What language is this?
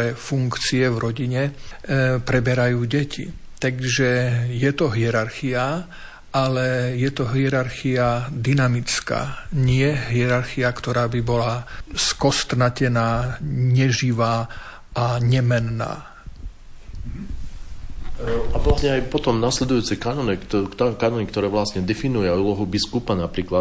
Slovak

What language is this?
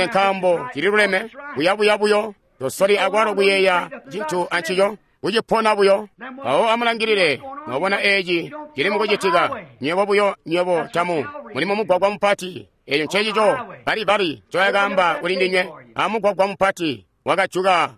Tonga (Zambia)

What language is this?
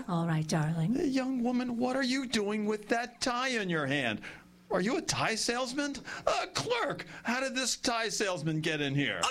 English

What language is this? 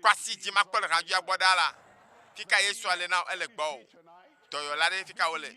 Ewe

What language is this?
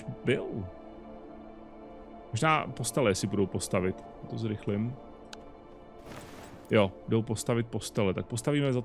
Czech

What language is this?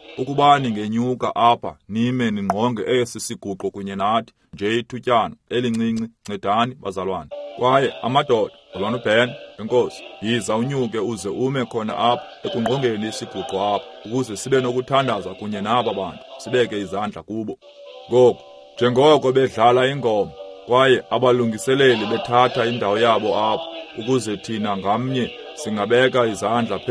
Xhosa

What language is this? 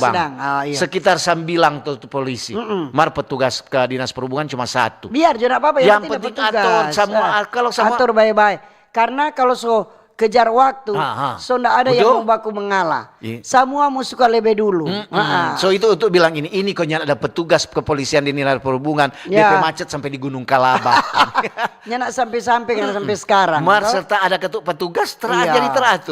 Manado Malay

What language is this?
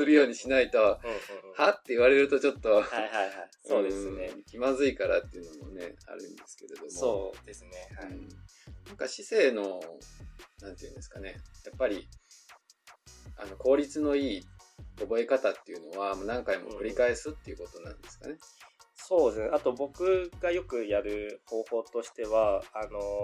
Japanese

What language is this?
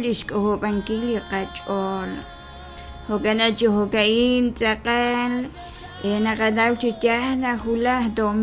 Kekchí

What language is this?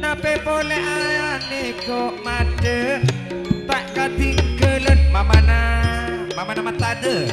Madurese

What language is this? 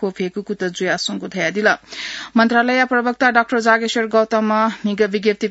Newari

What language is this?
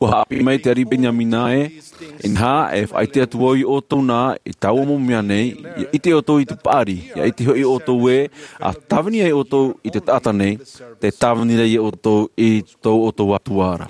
Tahitian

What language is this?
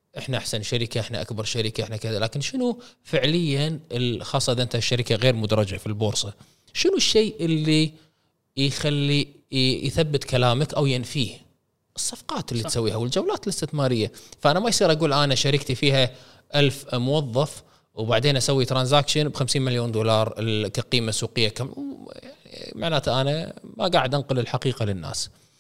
Gulf Arabic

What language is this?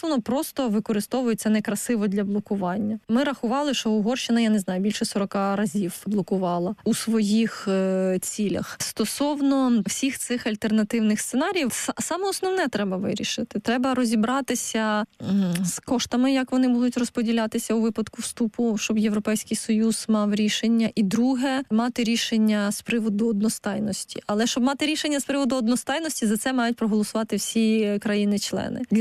Ukrainian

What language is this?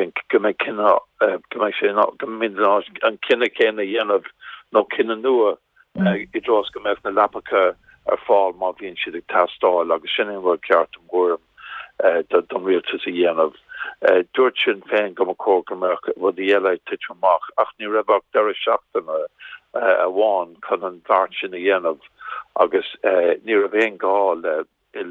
Irish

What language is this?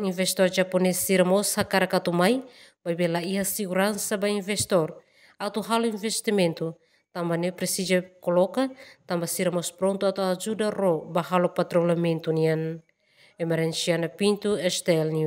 Tetum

